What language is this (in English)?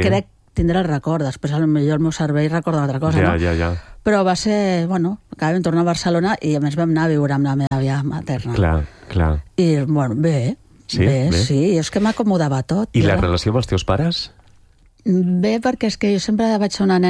Catalan